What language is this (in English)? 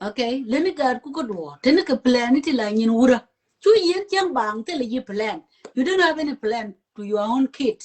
Nuer